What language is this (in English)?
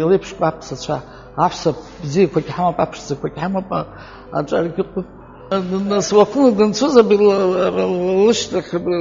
Abkhazian